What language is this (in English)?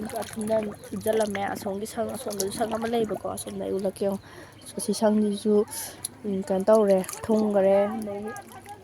Manipuri